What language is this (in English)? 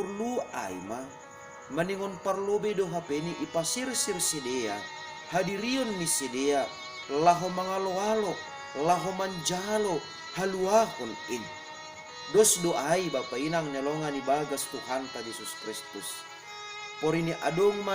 Batak Simalungun